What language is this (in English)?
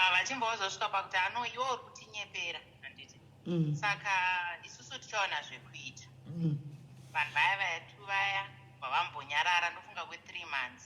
Shona